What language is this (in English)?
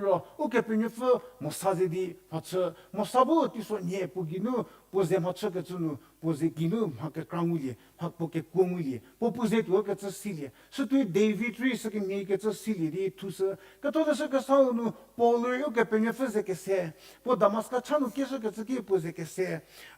Angami Naga